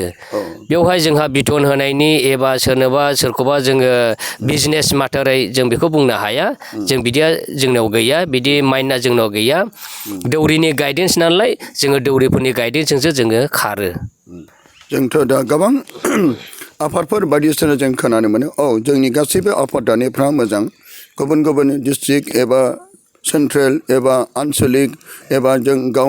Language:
Bodo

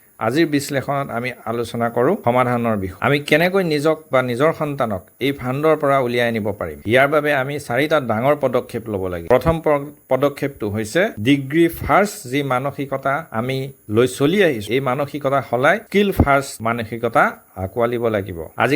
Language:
Assamese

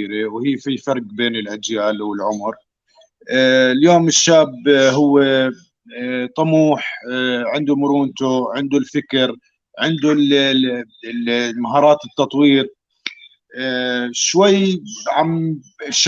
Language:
North Levantine Arabic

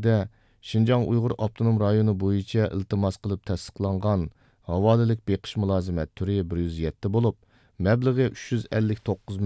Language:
Uyghur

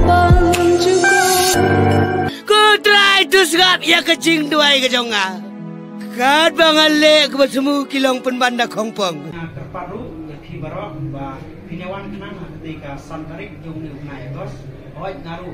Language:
Khasi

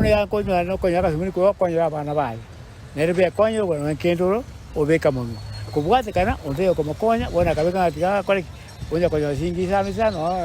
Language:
Gusii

